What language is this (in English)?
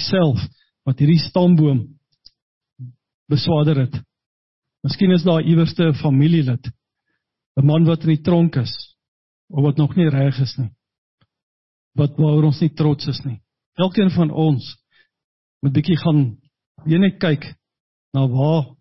Afrikaans